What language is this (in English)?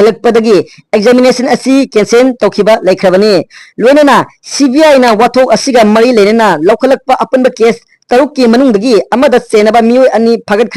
Manipuri